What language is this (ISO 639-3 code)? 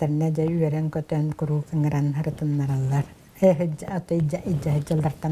sah